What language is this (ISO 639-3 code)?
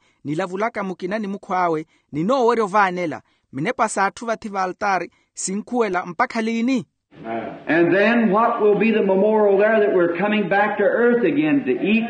vmw